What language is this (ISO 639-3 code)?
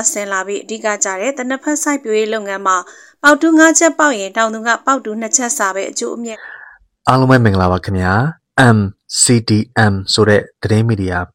mya